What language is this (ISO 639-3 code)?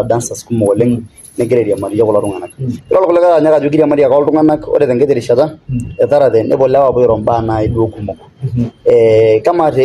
mas